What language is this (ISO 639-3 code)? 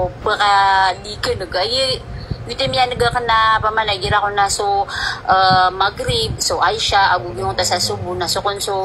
mrw